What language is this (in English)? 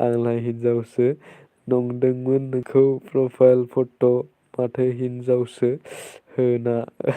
Bodo